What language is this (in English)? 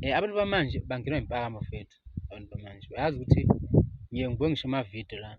Zulu